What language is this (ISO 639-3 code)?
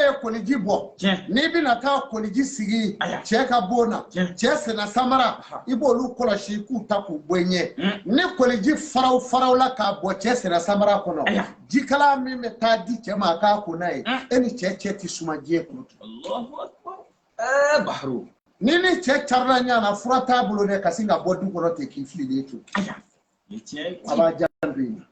bam